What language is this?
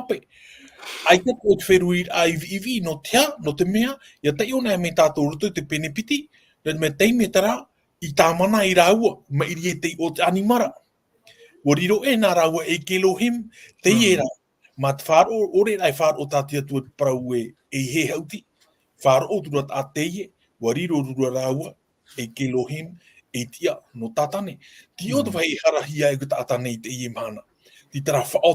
Tahitian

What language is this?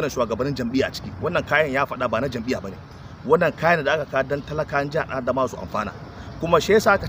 Hausa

